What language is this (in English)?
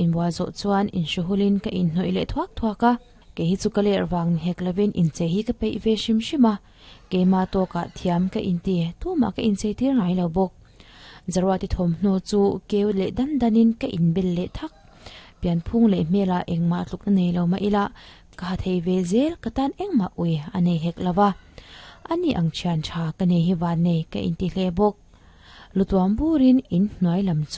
Mizo